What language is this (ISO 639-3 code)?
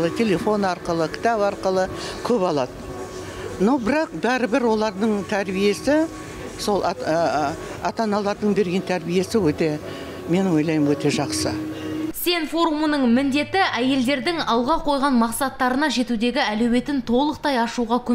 kaz